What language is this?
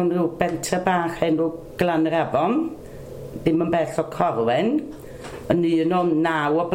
Welsh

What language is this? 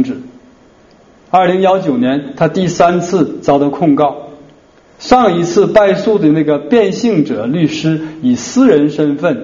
Chinese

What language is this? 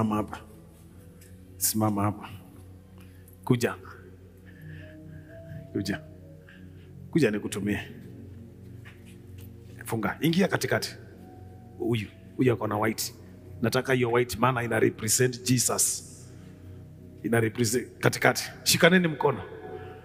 Swahili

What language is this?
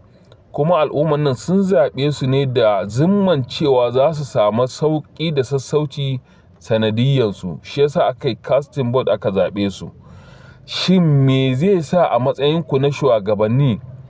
Hausa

